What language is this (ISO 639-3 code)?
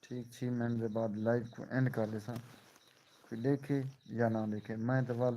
skr